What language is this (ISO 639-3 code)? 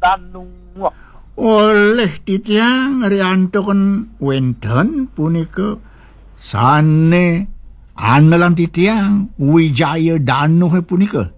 ban